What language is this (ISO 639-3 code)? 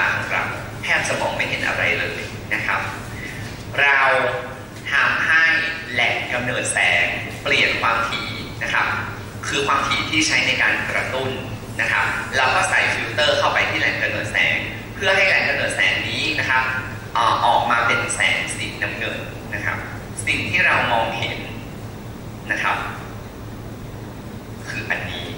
tha